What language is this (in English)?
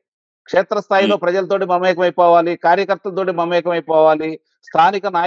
Telugu